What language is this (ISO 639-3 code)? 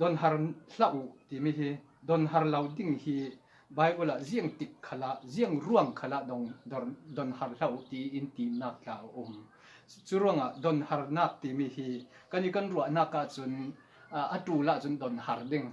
cfm